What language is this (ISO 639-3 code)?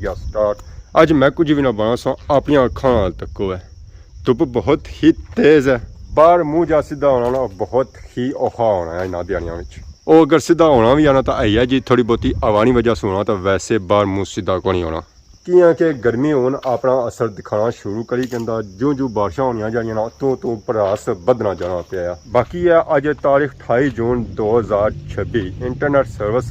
phr